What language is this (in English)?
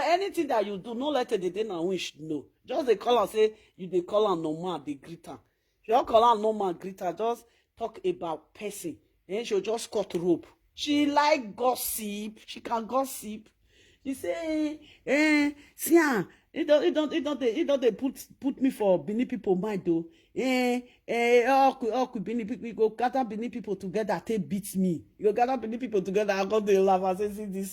Nigerian Pidgin